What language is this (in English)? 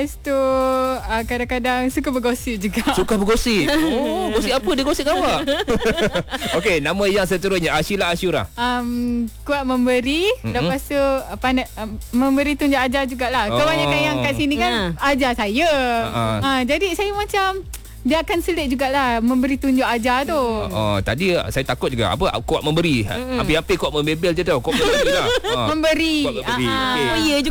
Malay